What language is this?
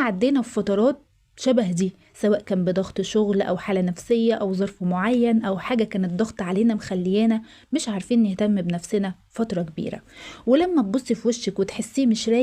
Egyptian Arabic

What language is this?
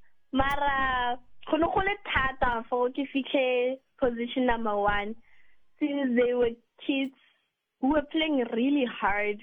Southern Sotho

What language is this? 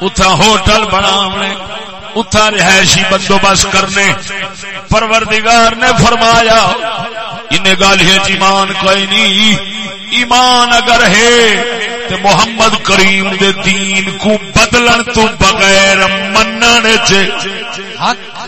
Saraiki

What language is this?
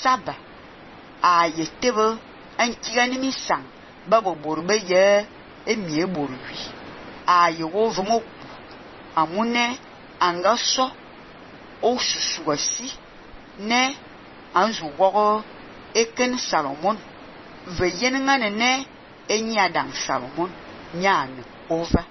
Fang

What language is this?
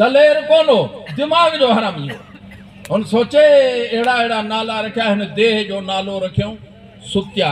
Sindhi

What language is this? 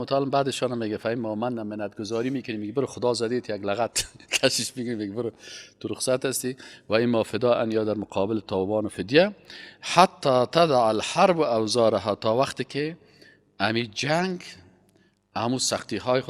Persian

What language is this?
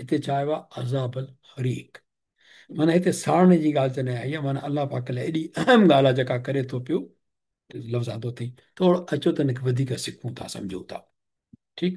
Sindhi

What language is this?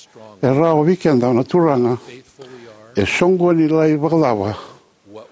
Fijian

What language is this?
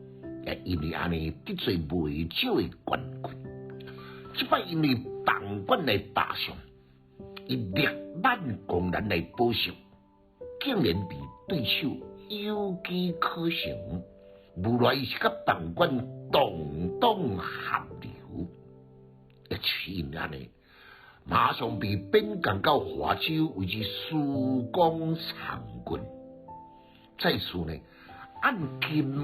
Min Nan Chinese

